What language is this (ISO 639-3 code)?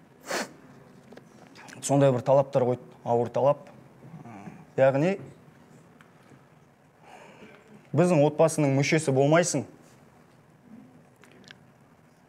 kaz